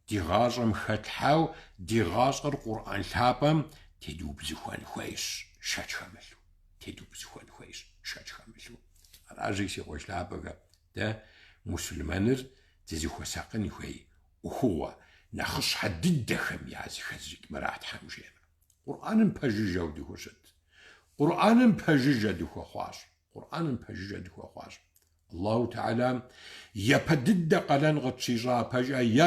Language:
Kabardian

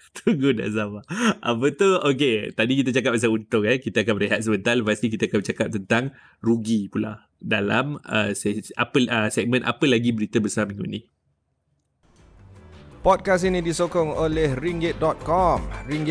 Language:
Malay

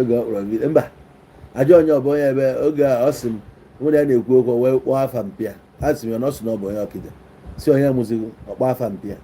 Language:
Igbo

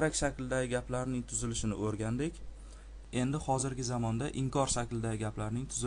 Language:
Uzbek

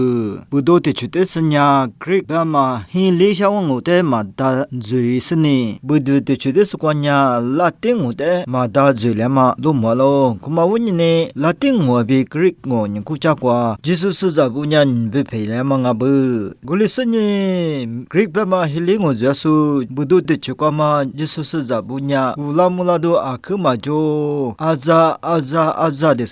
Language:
Lisu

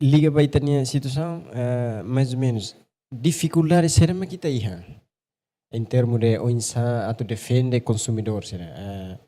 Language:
Tetum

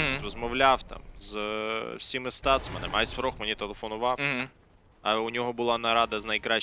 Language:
Ukrainian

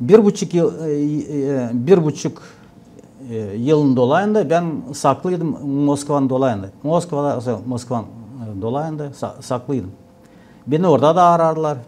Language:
Gagauz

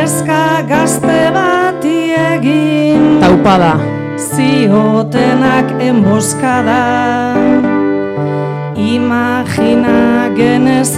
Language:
Basque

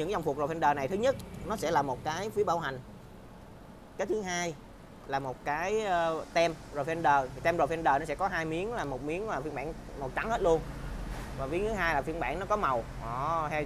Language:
Vietnamese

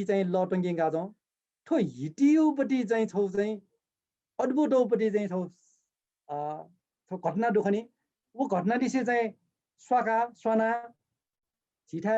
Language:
Newari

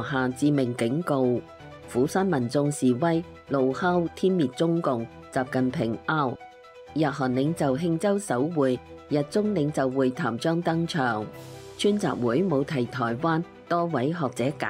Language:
Cantonese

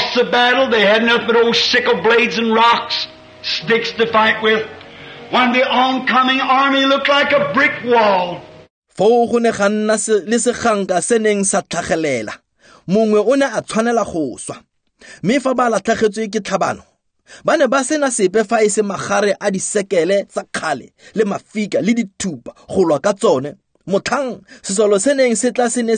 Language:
Tswana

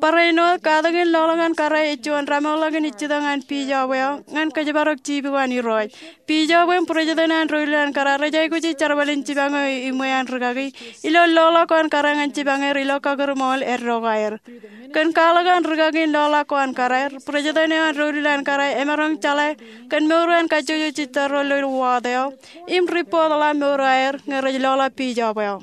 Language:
Marshallese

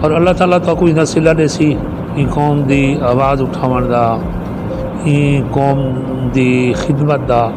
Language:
Western Panjabi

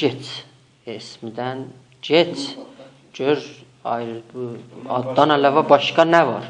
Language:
South Azerbaijani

